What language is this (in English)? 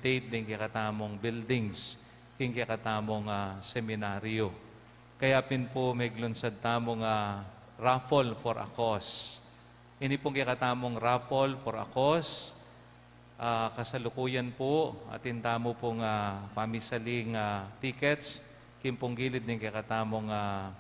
Pampanga